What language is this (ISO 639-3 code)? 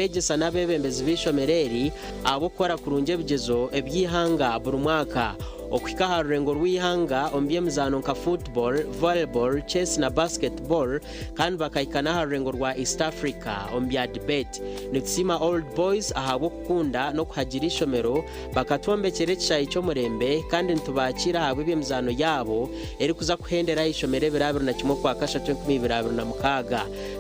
nyn